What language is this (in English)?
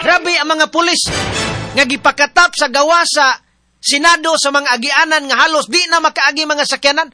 Cebuano